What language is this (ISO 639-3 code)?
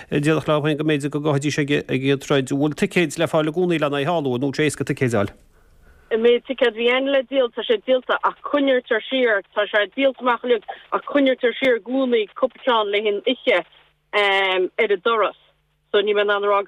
gle